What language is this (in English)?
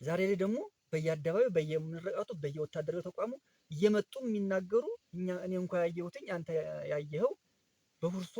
Amharic